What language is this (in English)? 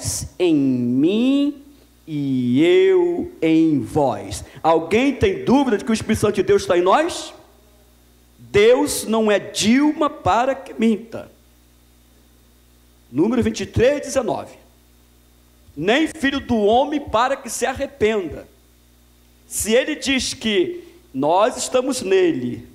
Portuguese